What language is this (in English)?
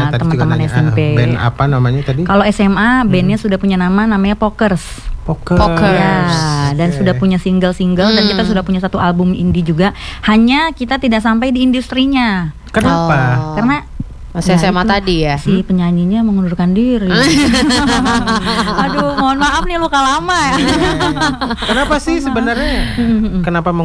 Indonesian